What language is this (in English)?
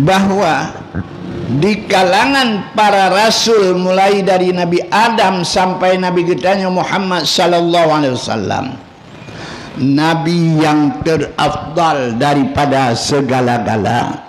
Achinese